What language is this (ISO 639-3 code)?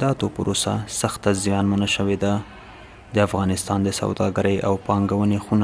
pus